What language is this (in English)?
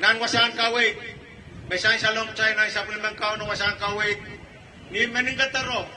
Pohnpeian